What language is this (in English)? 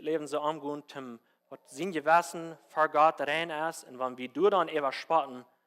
Plautdietsch